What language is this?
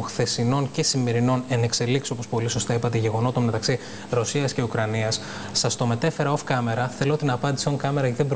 Greek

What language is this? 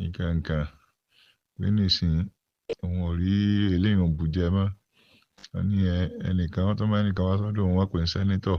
Yoruba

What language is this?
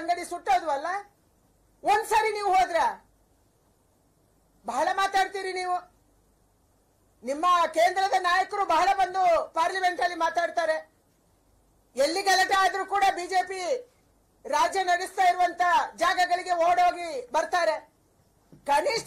Kannada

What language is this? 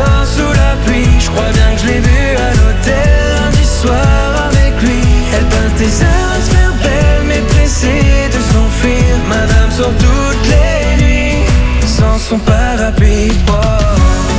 French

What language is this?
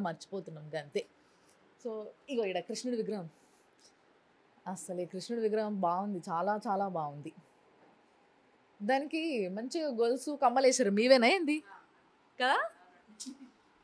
Telugu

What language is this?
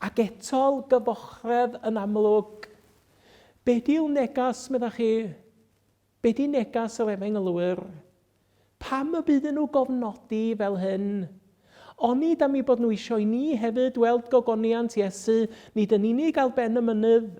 Welsh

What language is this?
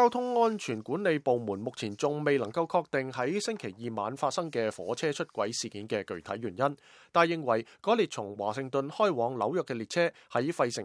Cantonese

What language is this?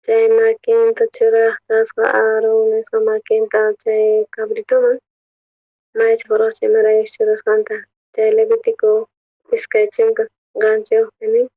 South Bolivian Quechua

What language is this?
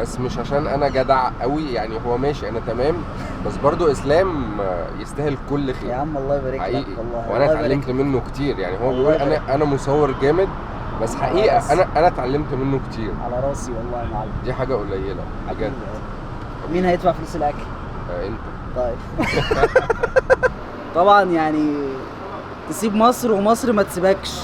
Egyptian Arabic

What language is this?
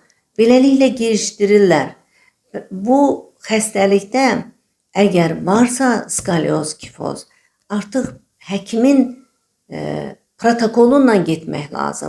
Azerbaijani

